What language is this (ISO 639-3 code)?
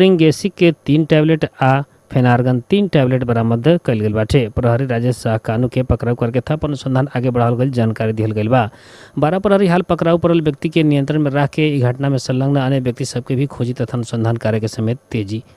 bho